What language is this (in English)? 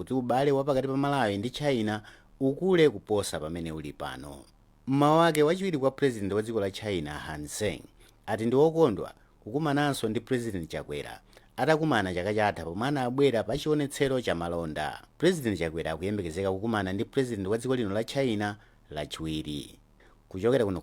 Nyanja